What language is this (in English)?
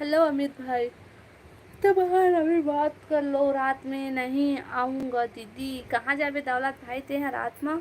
Chhattisgarhi